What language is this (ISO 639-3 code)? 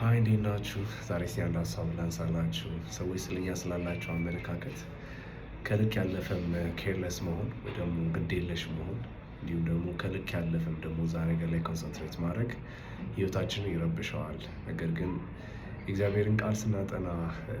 amh